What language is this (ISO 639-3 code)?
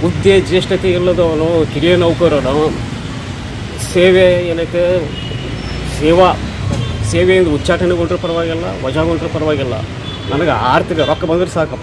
kan